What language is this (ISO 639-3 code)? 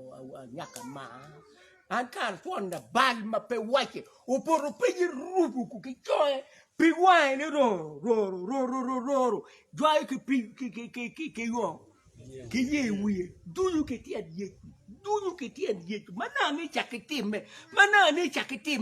ach